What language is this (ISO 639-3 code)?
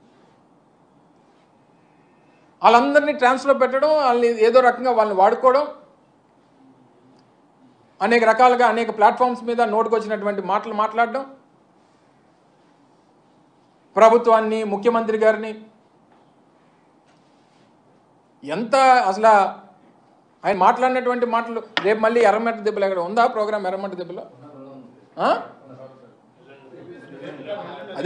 tel